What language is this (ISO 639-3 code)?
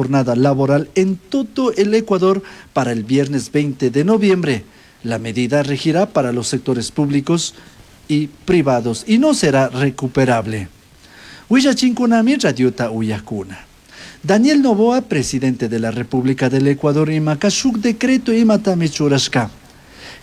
qug